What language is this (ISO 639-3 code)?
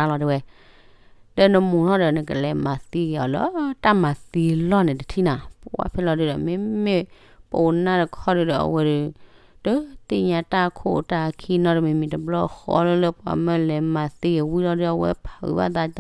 ksw